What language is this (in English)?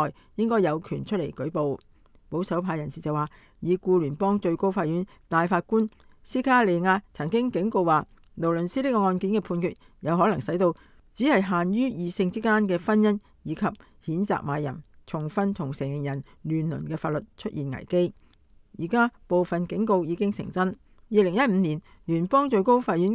Cantonese